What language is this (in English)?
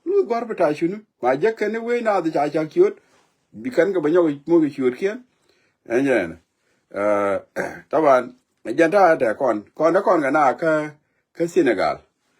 Nuer